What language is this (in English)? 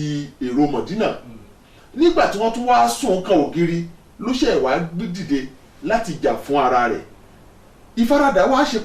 Yoruba